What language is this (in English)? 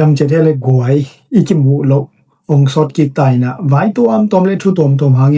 Tedim Chin